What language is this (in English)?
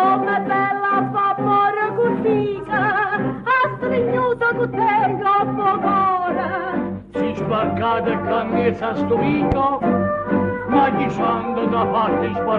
Neapolitan